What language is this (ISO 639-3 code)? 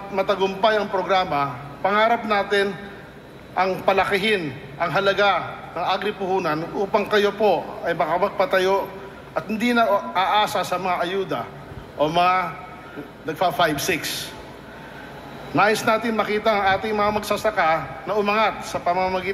fil